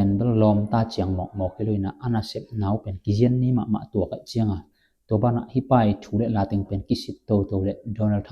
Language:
Tedim Chin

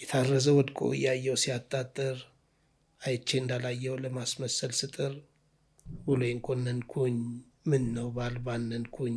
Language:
Amharic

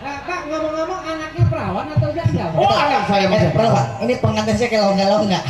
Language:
Betawi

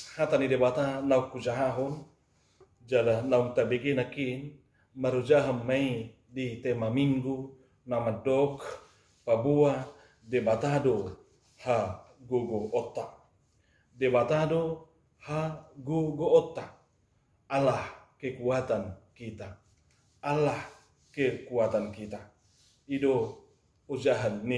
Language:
Batak Toba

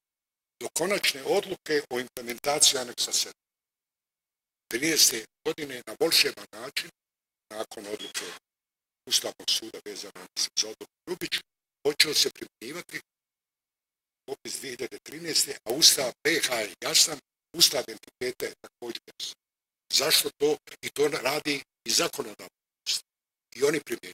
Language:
Bosnian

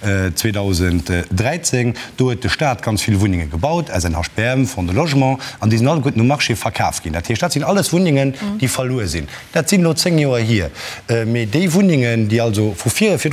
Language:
Luxembourgish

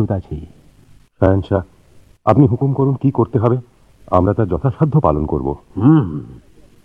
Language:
Bangla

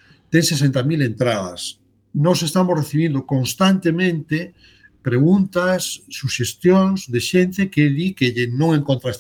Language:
Galician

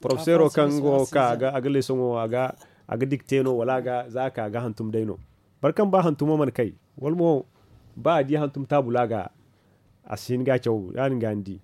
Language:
Zarma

